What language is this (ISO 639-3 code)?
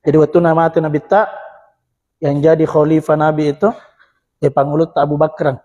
bug